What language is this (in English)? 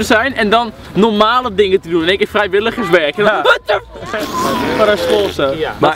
Dutch